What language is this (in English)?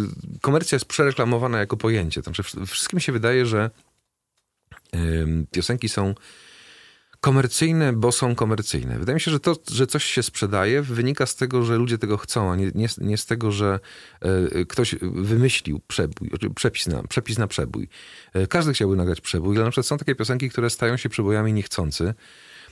Polish